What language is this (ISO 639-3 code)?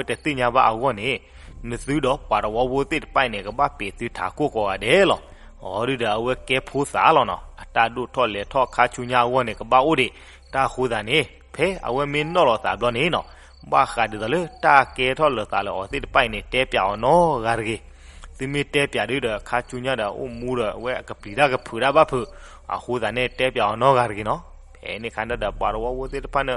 ksw